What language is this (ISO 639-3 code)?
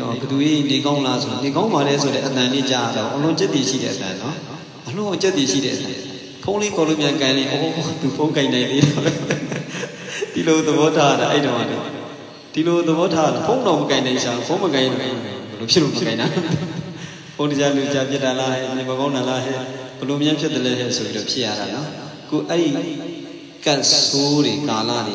mya